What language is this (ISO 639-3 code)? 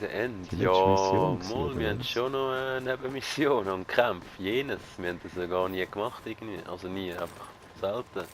gsw